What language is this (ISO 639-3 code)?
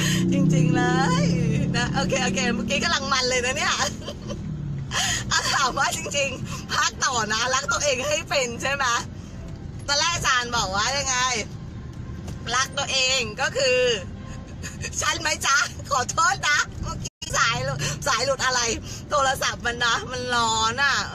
tha